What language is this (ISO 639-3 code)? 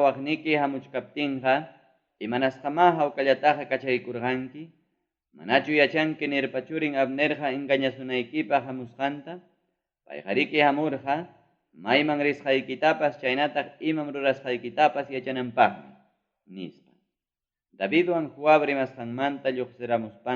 quy